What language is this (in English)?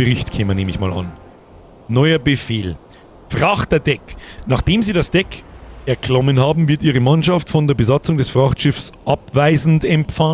Bavarian